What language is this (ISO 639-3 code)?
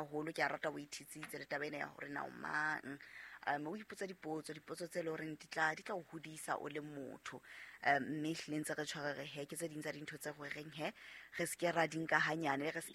sot